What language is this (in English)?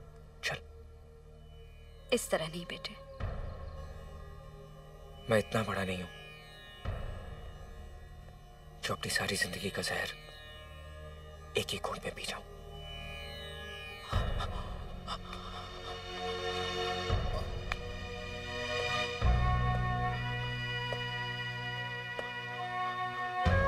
Hindi